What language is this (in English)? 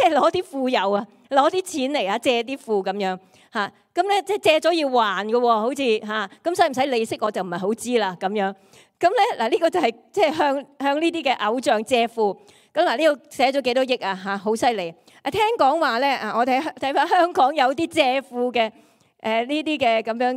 Cantonese